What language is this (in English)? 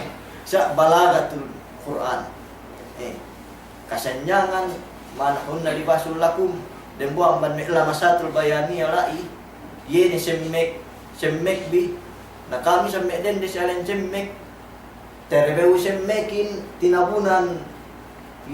Yakan